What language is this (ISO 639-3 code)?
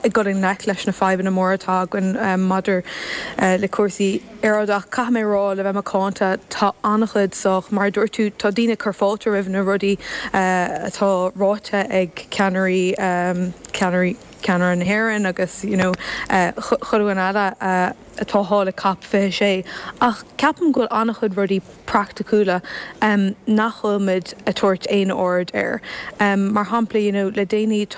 gle